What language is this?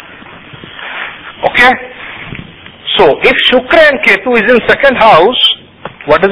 Hindi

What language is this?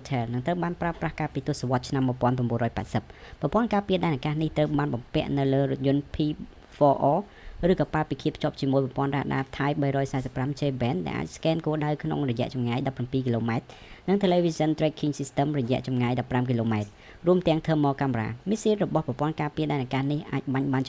Khmer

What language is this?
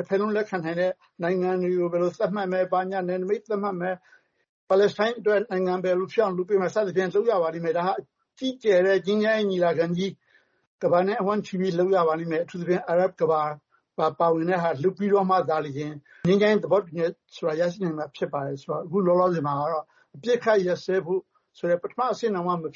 Burmese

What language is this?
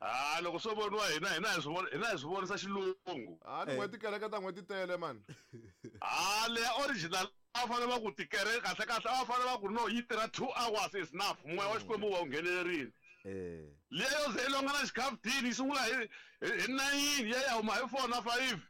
Tsonga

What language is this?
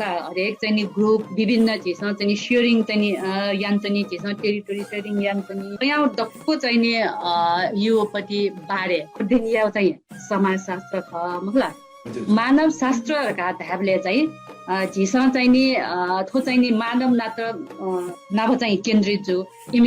Newari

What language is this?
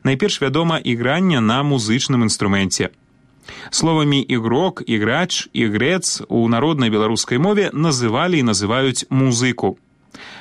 Belarusian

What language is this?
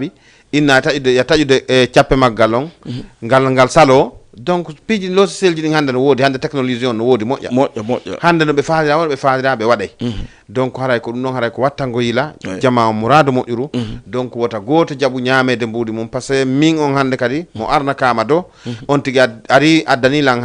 Fula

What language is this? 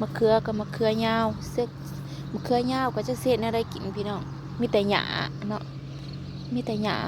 Northeastern Thai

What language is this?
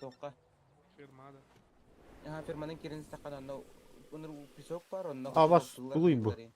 Yakut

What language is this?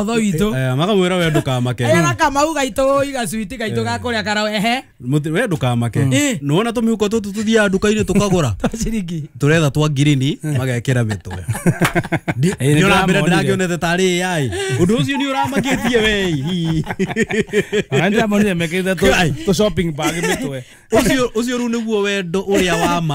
Kikuyu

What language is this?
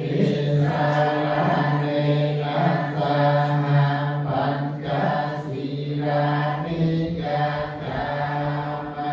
Pali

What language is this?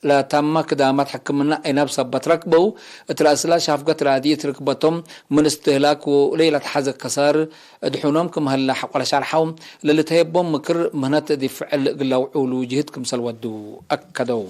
Tigre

